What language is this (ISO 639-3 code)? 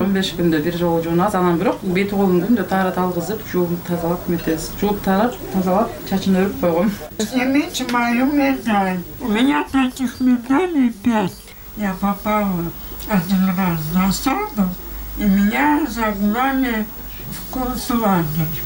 kir